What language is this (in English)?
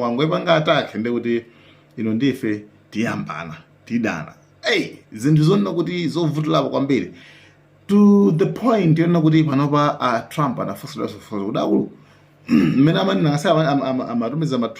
Nyanja